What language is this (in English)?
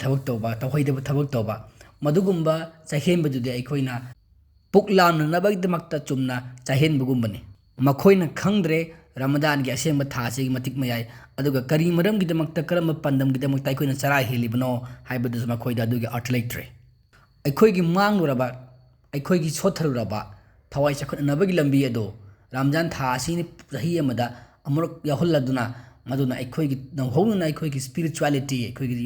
Manipuri